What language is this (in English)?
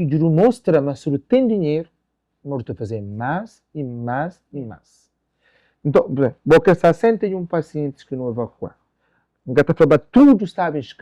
Kabuverdianu